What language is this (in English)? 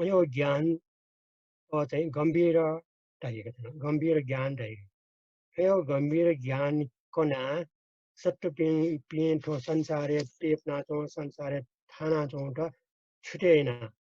Newari